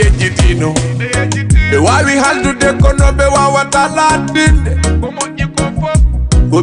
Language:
Fula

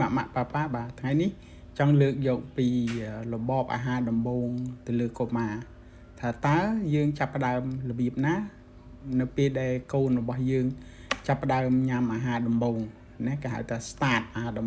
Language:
Khmer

